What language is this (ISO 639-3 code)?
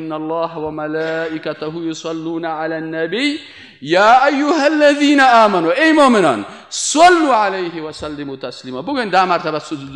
fas